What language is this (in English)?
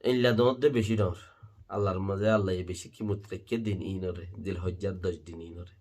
Rohingya